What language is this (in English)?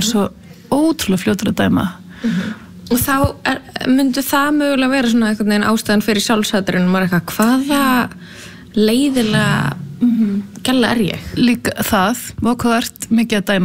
Icelandic